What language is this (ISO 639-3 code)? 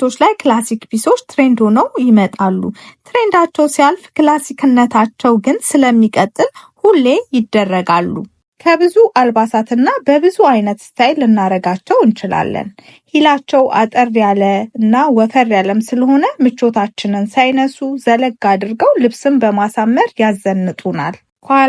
amh